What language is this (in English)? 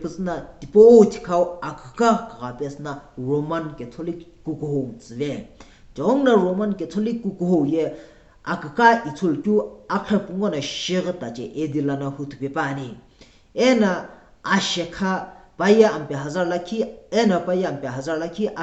Sumi Naga